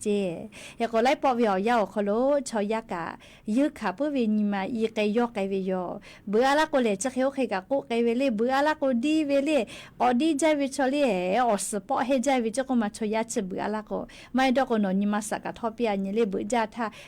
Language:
Lahu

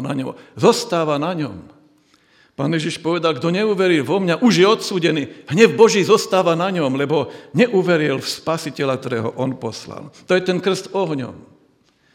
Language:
Slovak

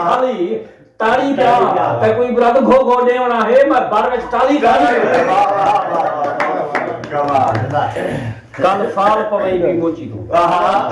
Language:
Saraiki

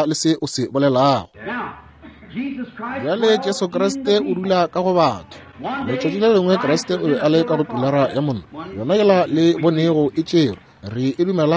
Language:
Northern Sotho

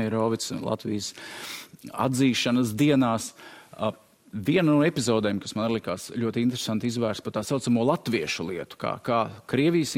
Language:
Latvian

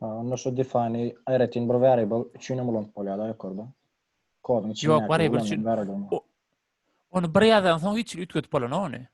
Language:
Turkmen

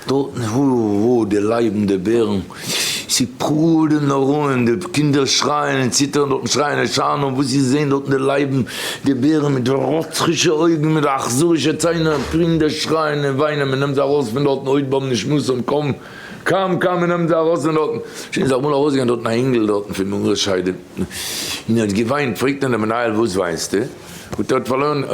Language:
Yiddish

